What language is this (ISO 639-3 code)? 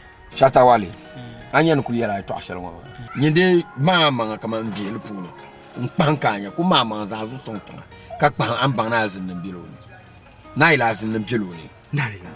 dag